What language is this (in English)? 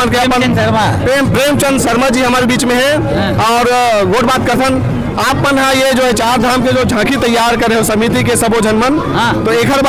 Chhattisgarhi